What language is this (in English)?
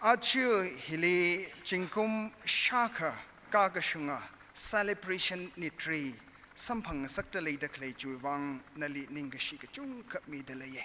Tangkhul Naga (India)